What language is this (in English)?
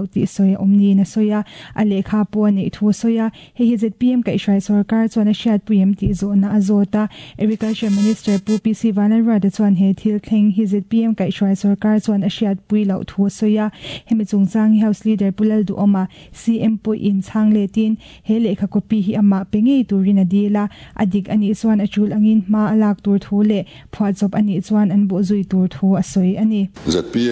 Mizo